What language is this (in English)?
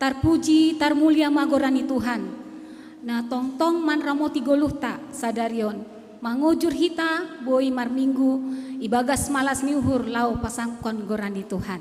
Batak Simalungun